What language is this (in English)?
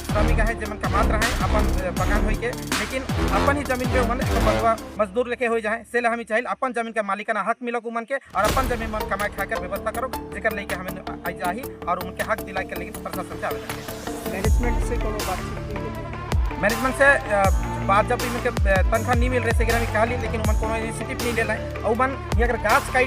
Sadri